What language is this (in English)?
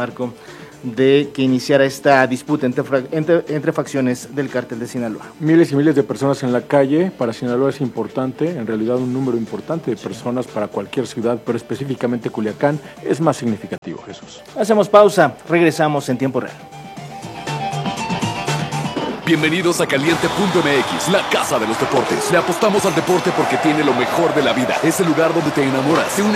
Spanish